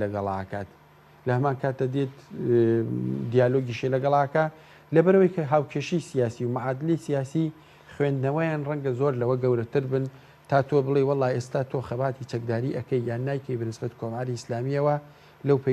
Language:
Central Kurdish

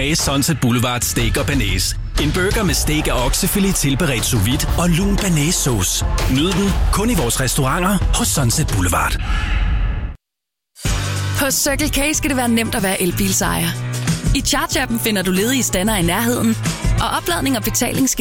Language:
Danish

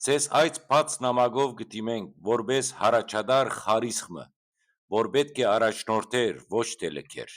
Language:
Western Armenian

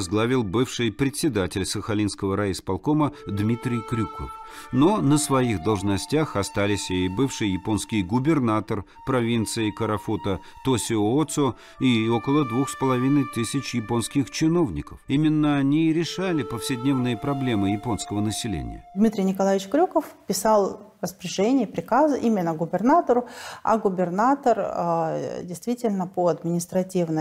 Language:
Russian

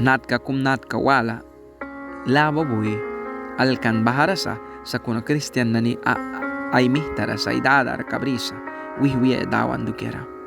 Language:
Mískito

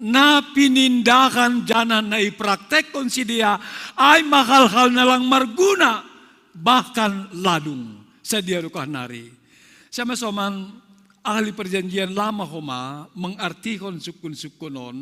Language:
Batak Simalungun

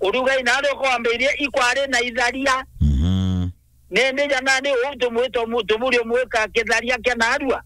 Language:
Meru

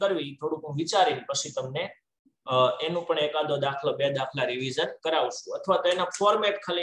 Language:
Gujarati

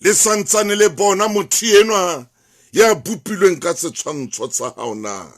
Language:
Southern Sotho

